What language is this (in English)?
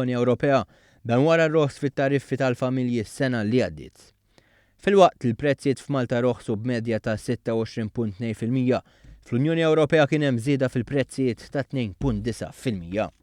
Maltese